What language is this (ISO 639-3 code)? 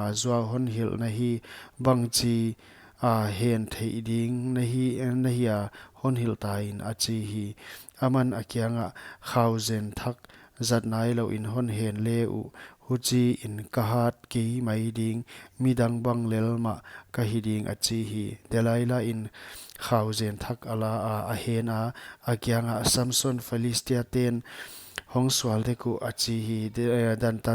pck